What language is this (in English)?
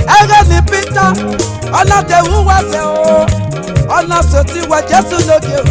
Esan